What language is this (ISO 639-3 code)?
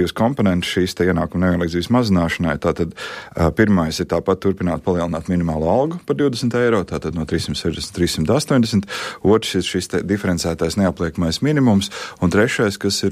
lav